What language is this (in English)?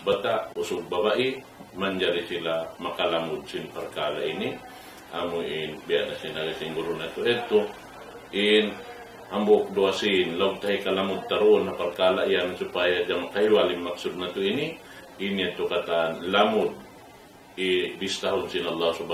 Tausug